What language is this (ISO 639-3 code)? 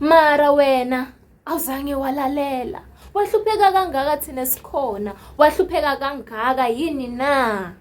zul